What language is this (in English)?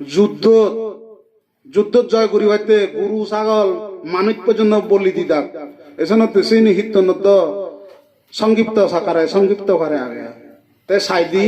Chakma